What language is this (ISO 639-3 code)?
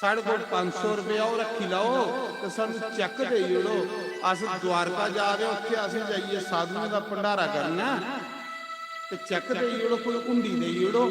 doi